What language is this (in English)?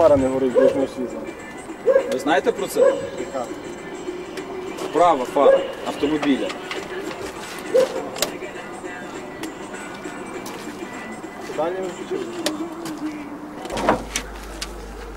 Ukrainian